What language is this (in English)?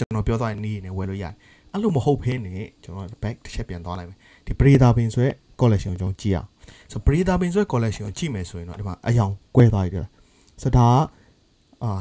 Burmese